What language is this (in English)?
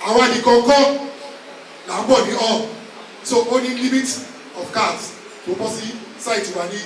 Yoruba